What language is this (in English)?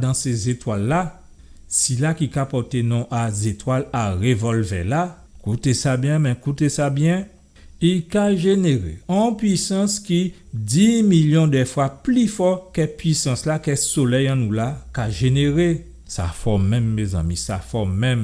Guadeloupean Creole French